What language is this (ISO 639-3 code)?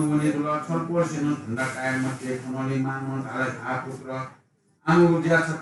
new